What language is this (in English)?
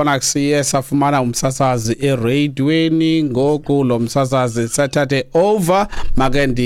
Xhosa